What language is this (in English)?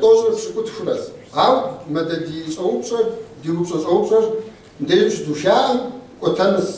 Kabardian